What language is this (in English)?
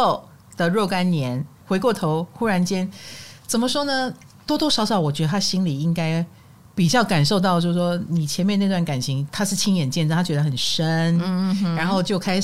Chinese